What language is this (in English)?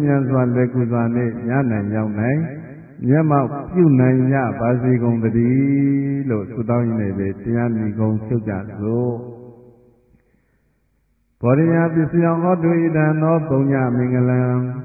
Burmese